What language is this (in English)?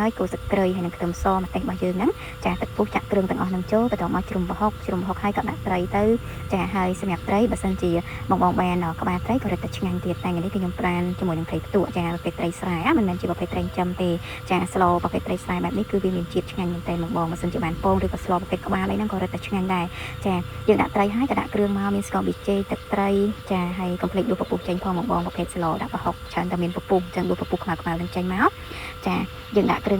Khmer